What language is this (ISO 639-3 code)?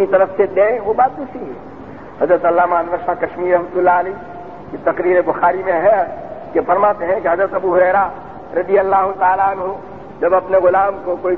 urd